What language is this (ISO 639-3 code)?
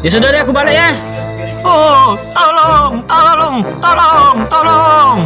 mui